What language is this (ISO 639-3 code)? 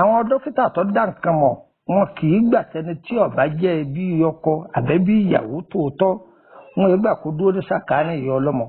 yor